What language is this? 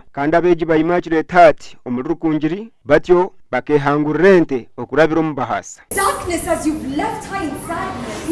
Nyankole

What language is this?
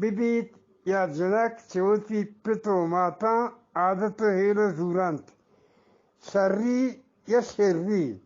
Eastern Balochi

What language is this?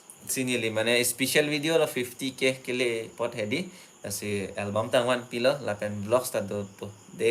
Karbi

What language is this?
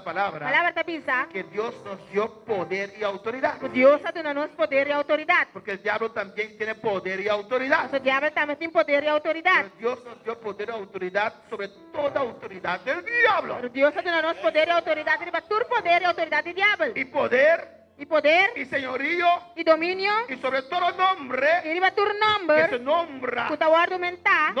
Papiamento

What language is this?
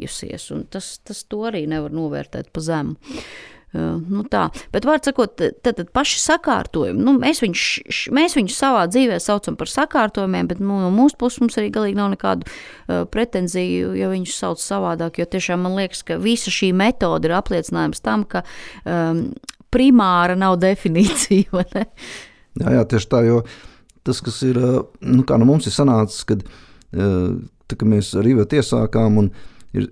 Latvian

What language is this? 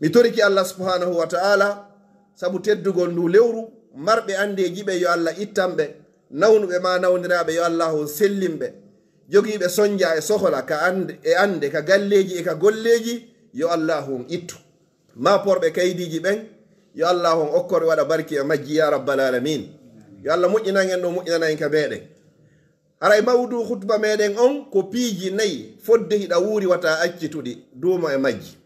Fula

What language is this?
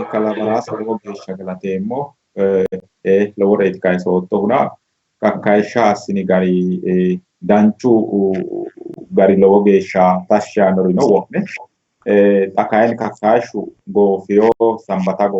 Sidamo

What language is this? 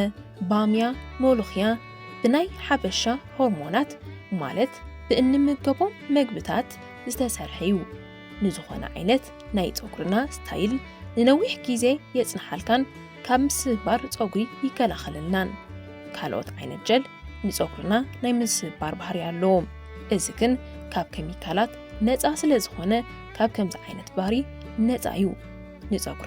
Tigrinya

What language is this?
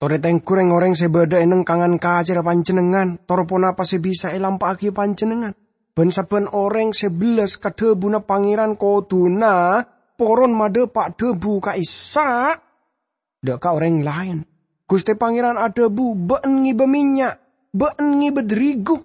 Madurese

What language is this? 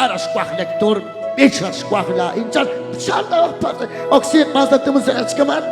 Kekchí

